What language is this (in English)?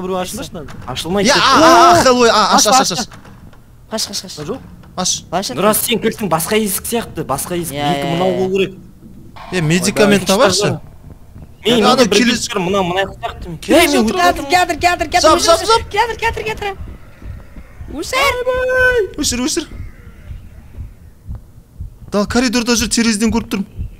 Kazakh